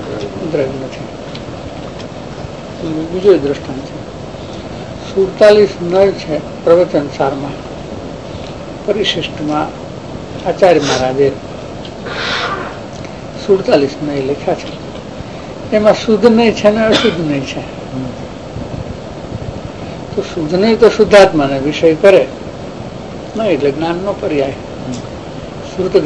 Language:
Gujarati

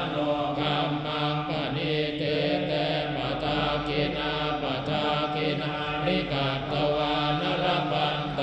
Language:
Pali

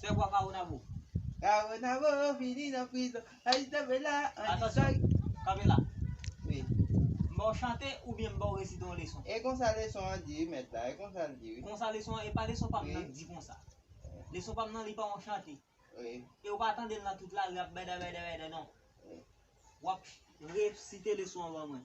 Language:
Haitian Creole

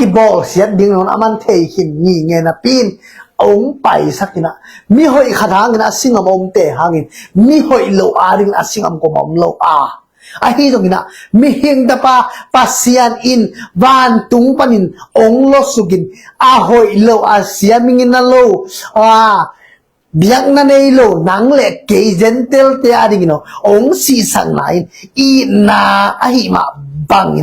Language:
Tedim Chin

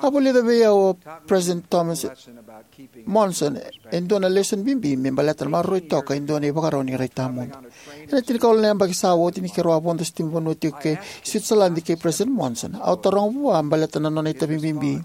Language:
Fijian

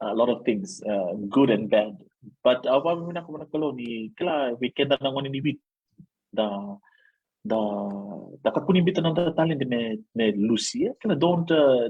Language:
Fijian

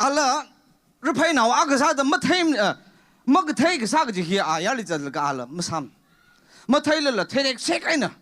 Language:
Tangkhul Naga (India)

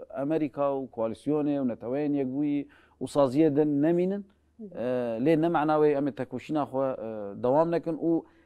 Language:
Kurdish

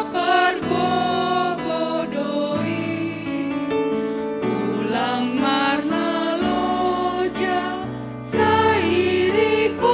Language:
Batak Simalungun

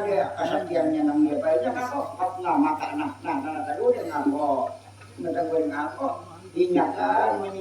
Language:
Banjar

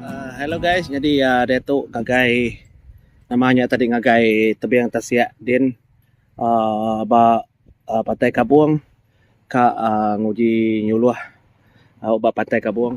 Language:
Iban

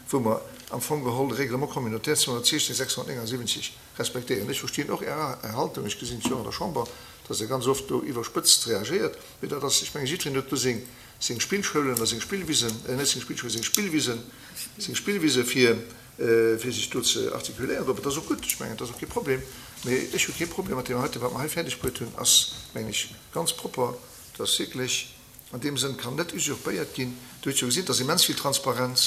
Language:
Luxembourgish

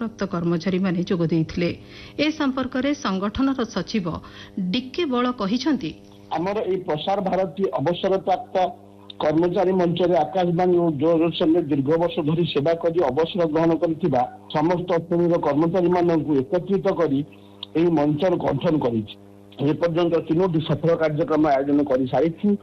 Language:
Odia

